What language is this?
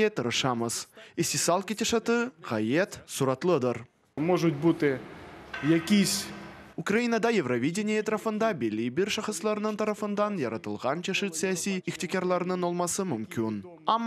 Crimean Tatar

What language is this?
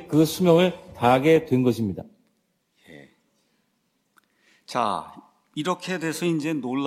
Korean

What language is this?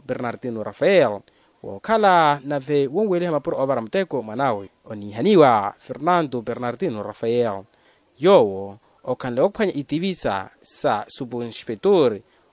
Makhuwa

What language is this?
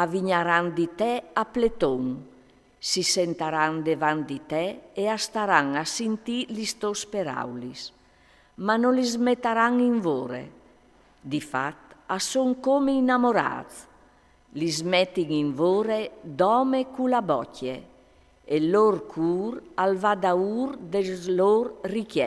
Friulian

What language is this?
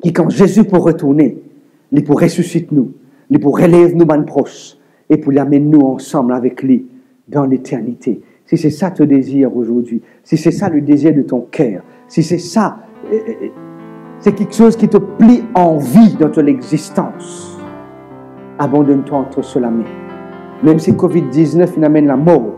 Morisyen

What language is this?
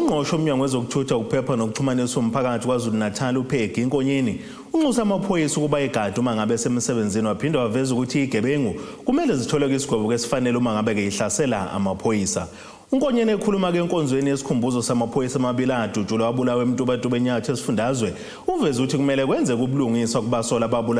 Zulu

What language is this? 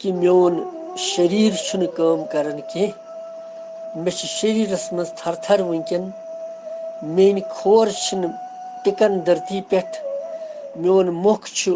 Kashmiri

